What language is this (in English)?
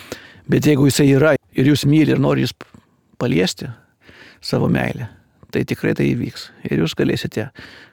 Lithuanian